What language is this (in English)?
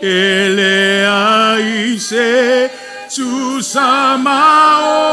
Samoan